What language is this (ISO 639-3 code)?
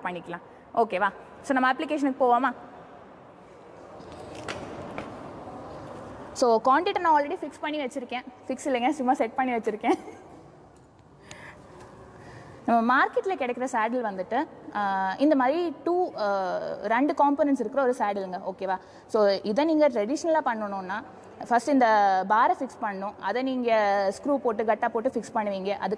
tam